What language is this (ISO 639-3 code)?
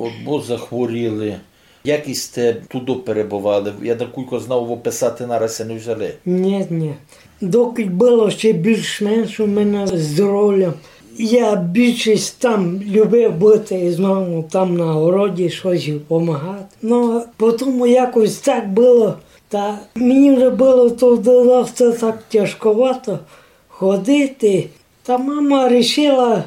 rue